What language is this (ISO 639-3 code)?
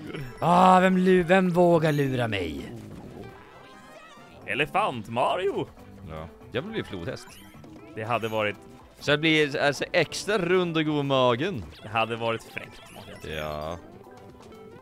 swe